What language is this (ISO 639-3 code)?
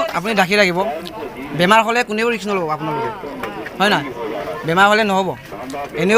asm